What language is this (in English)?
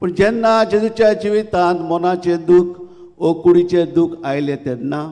Konkani